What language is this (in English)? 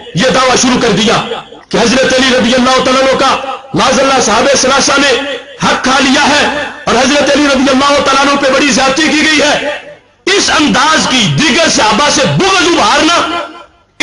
Urdu